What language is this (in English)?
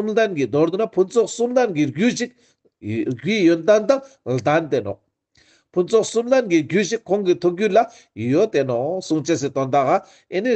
Ladakhi